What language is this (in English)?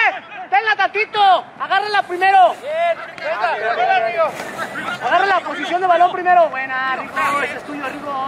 Spanish